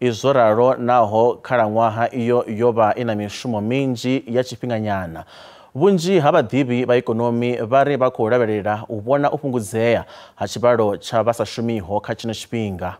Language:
Venda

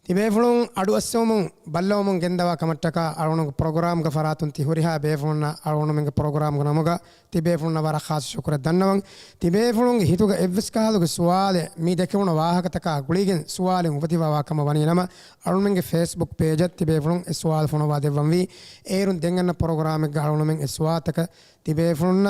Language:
Divehi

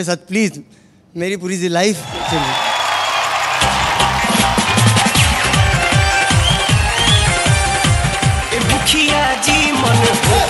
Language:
Bhojpuri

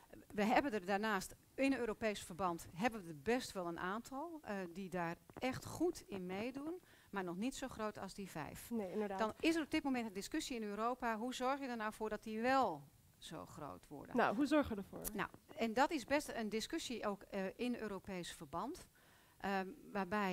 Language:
Dutch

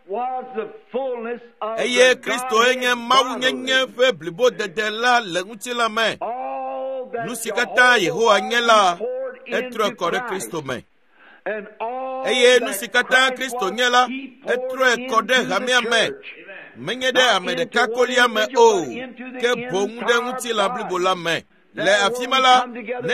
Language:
Ewe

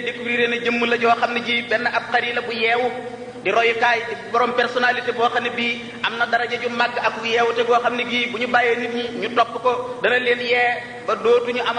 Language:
Wolof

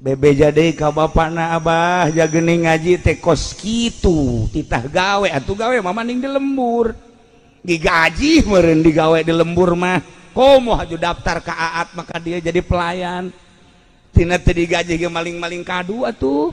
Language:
Sundanese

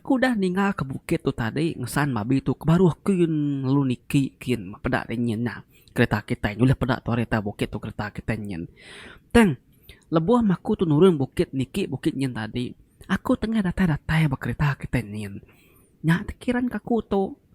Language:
Iban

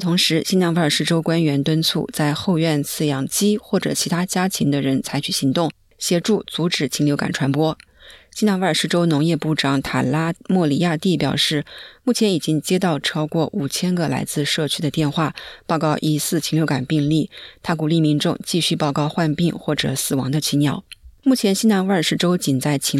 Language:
Chinese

